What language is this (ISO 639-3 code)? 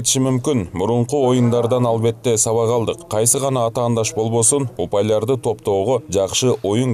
kir